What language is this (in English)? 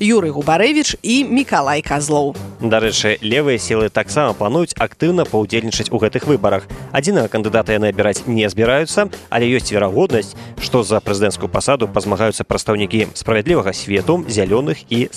Belarusian